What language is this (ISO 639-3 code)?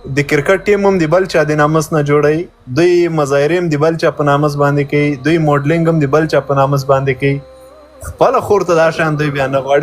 pus